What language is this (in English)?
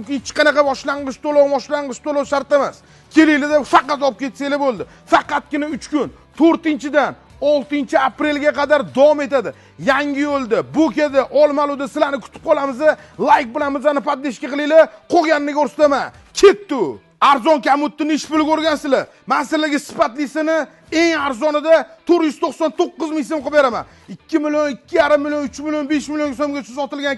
Uzbek